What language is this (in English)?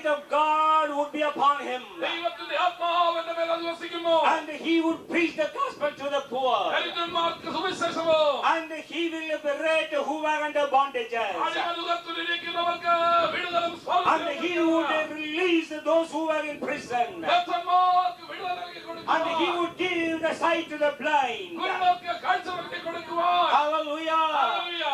Malayalam